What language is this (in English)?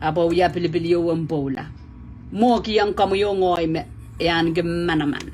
Pohnpeian